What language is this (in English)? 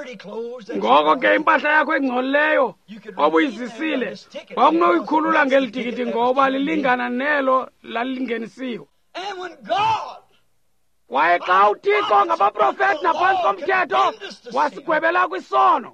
Xhosa